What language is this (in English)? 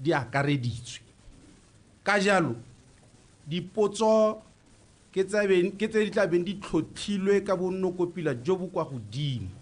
Tswana